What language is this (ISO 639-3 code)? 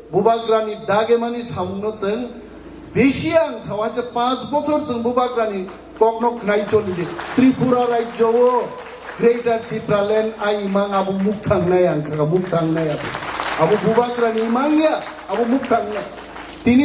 trp